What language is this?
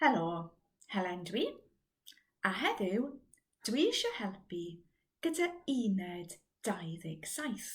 Welsh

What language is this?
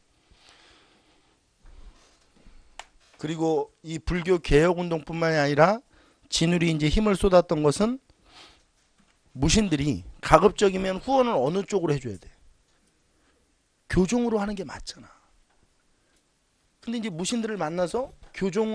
Korean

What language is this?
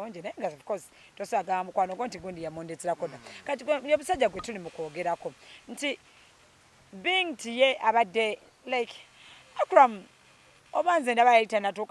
Ganda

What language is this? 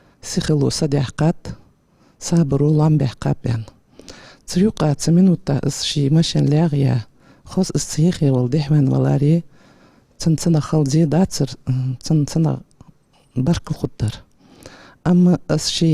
Ingush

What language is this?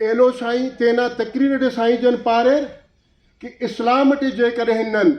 Brahui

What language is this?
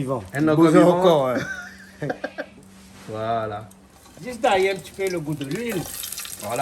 Réunion Creole French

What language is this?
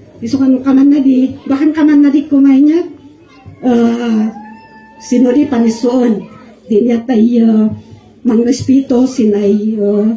Kankanaey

